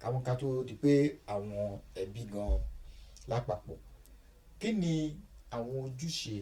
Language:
Yoruba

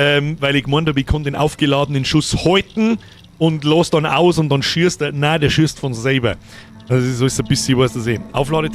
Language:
Bavarian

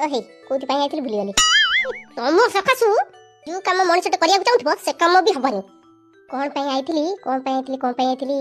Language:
Odia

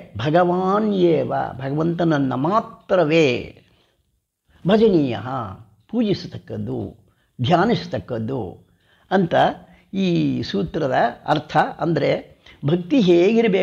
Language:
Kannada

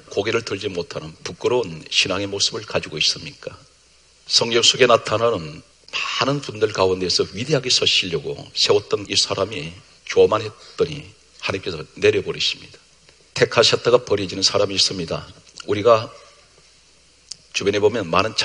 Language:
Korean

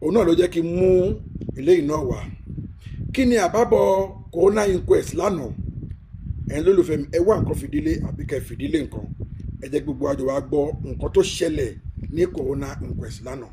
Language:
Yoruba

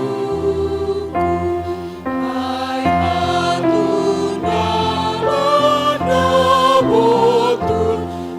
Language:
Batak Simalungun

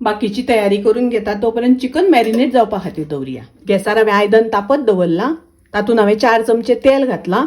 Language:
Konkani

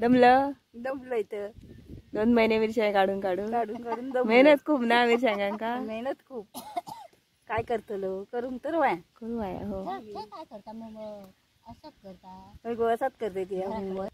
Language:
Konkani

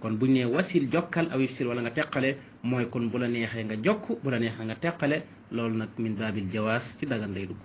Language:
Wolof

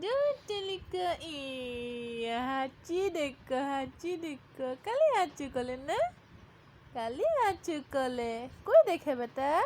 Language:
Assamese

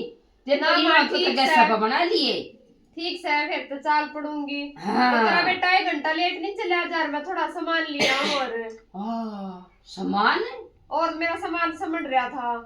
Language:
Haryanvi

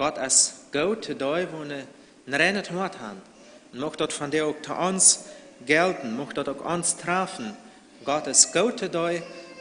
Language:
Plautdietsch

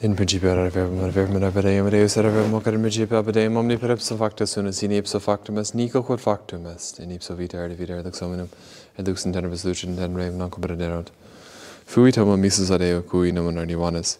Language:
Latin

